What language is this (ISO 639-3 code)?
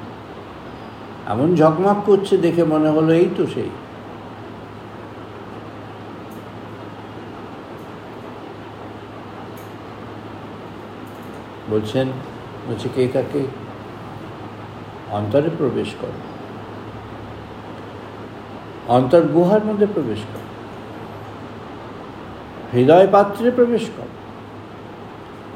ben